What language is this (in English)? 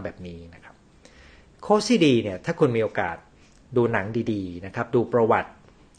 Thai